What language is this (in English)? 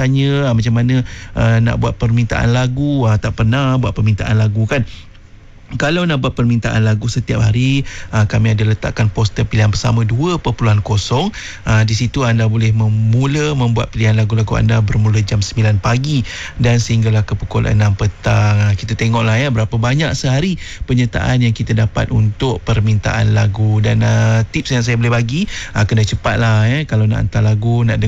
Malay